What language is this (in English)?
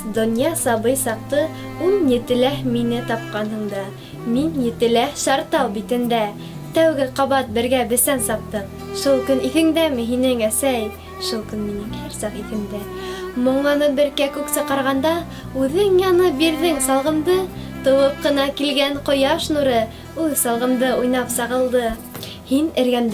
Bashkir